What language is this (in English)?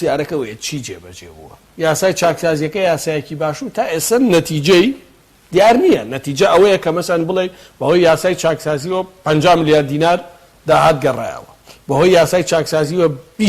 Central Kurdish